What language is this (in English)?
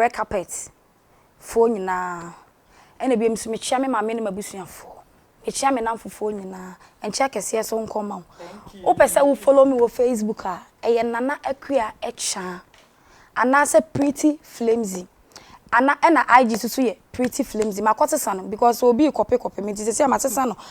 Akan